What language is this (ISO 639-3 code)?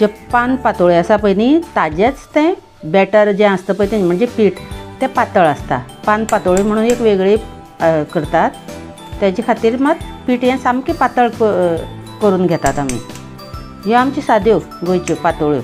kok